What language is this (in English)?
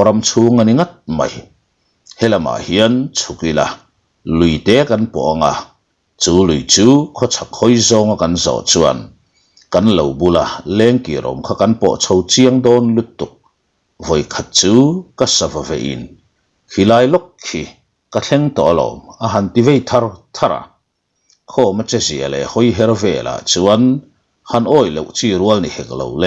Mizo